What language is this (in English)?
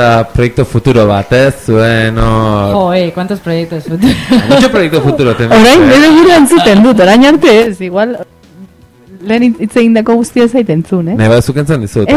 Basque